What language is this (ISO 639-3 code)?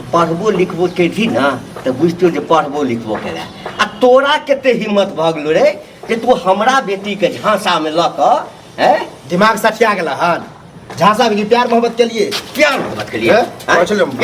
mai